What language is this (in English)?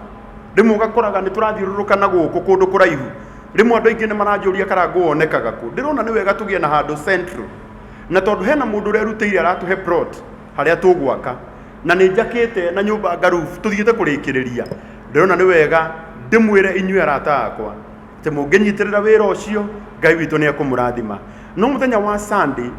Kikuyu